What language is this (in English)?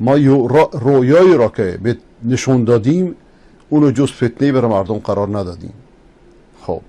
Persian